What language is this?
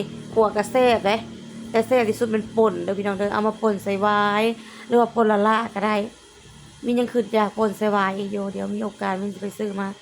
Lao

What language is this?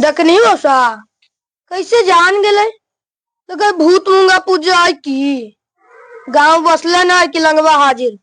Magahi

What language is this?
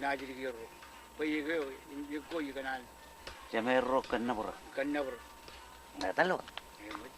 Marshallese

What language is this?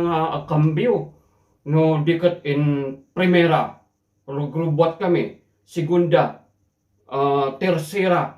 Iloko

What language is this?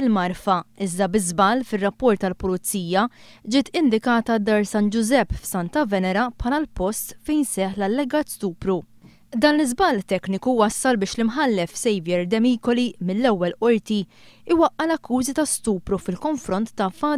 Maltese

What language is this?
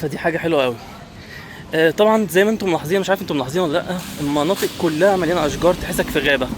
Egyptian Arabic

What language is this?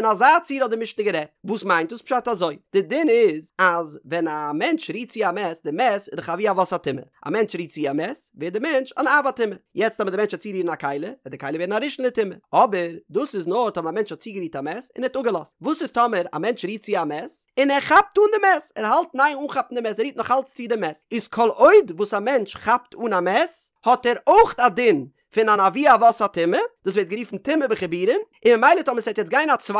Yiddish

